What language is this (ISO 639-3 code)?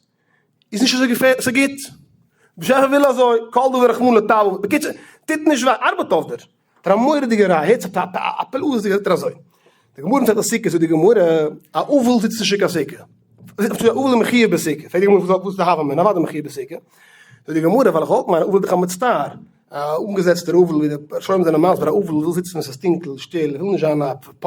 yid